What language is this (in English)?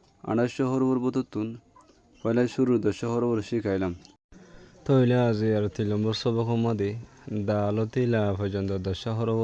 Rohingya